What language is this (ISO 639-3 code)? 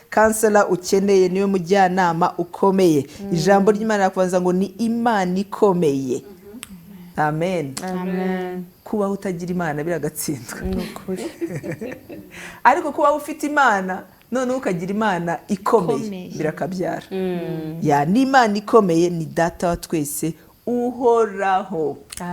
kin